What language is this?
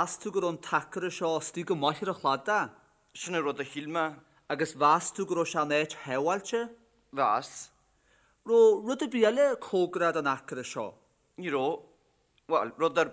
Irish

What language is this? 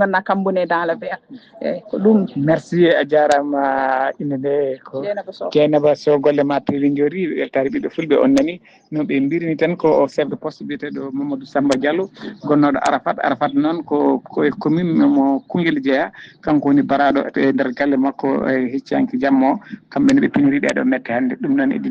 Fula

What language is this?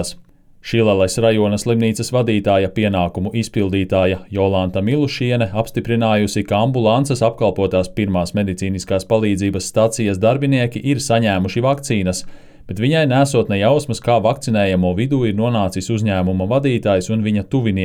Latvian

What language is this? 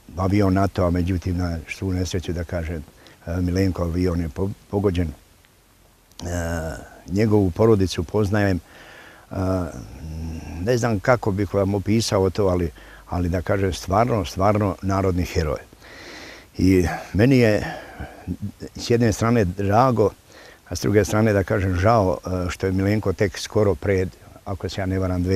Serbian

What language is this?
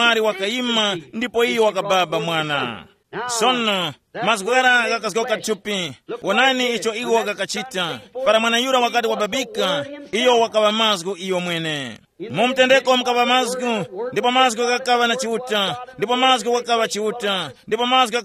Tumbuka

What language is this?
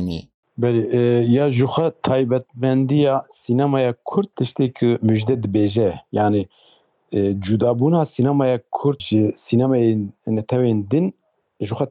Kurdish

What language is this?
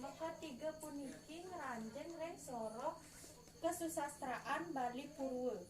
Balinese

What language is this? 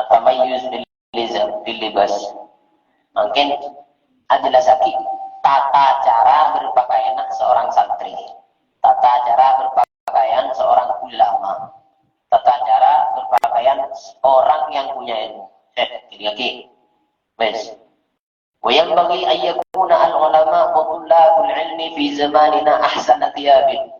Madurese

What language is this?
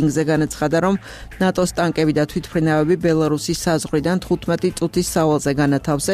Georgian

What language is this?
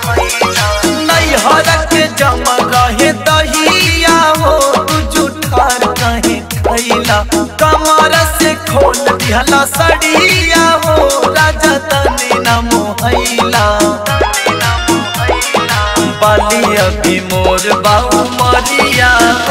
Bhojpuri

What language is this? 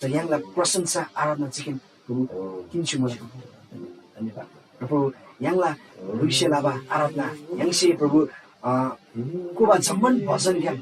Eastern Tamang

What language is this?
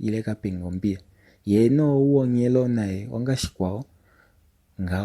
Kuanyama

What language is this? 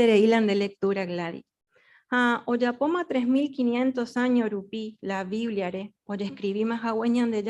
Guarani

